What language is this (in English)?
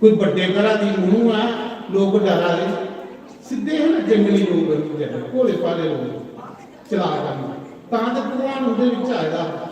Dogri